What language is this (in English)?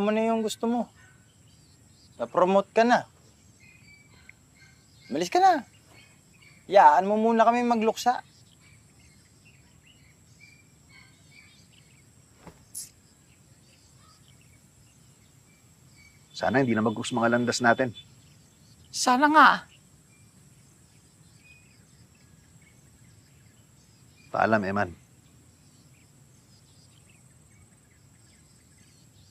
Filipino